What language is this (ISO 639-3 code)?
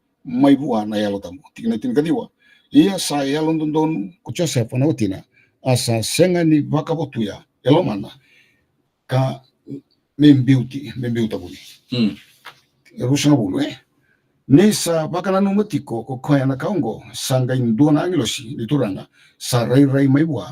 fij